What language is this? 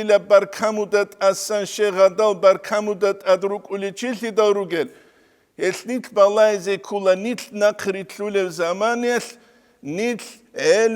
Avaric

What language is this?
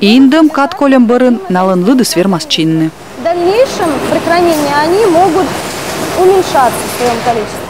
Komi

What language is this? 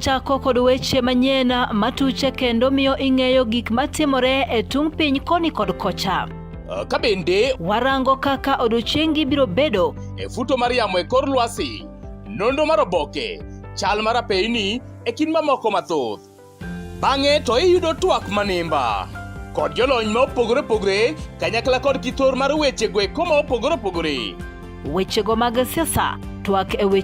Luo (Kenya and Tanzania)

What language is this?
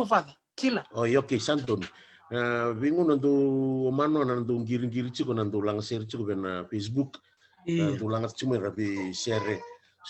Fijian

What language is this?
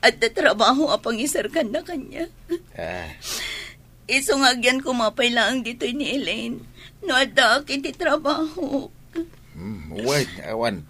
Iloko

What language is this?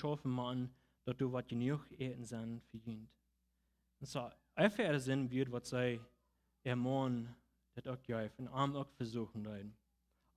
Plautdietsch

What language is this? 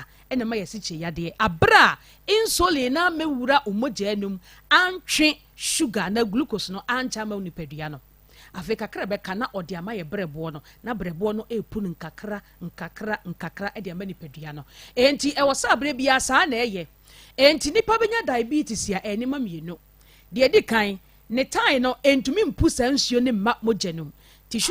Akan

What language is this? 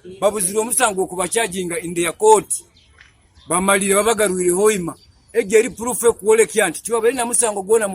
Nyankole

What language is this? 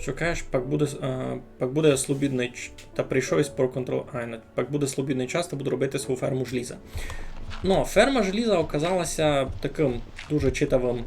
Rusyn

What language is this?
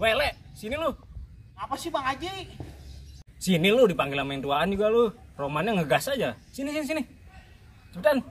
Betawi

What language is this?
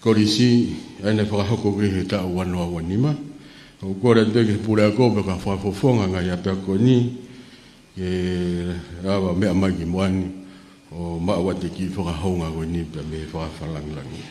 Tongan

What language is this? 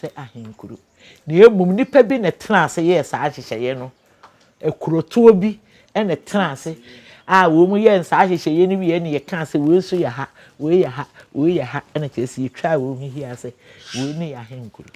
Akan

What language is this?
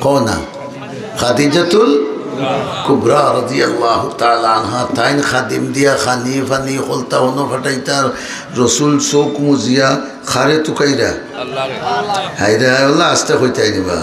Sylheti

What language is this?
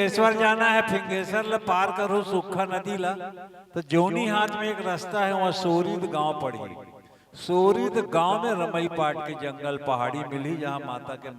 Chhattisgarhi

